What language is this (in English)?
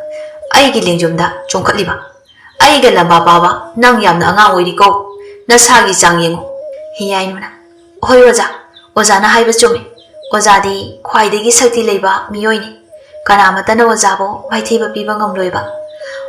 Manipuri